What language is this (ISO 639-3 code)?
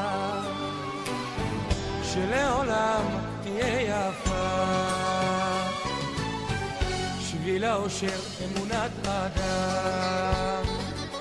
heb